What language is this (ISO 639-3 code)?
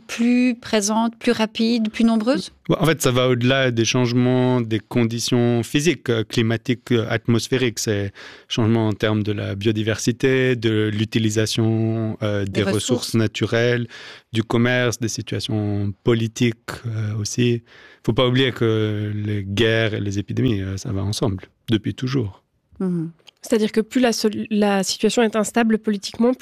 fra